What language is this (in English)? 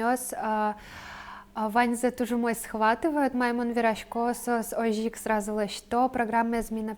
Udmurt